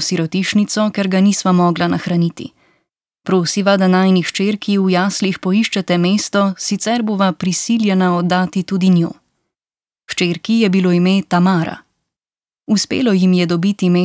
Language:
Slovenian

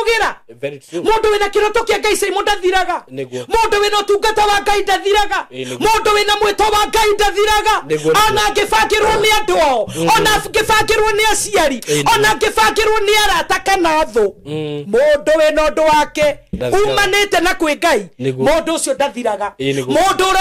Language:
Kikuyu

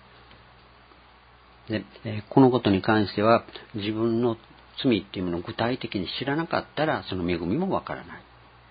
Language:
Japanese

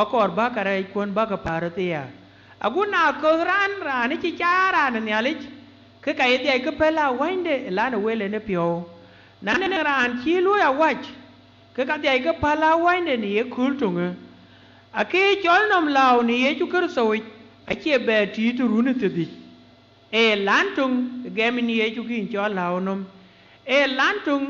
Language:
Dinka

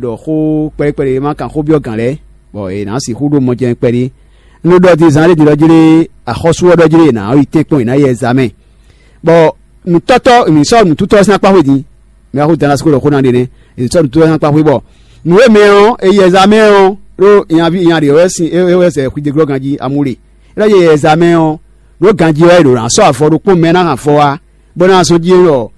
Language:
Fon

